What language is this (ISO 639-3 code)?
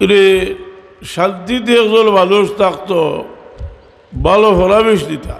syl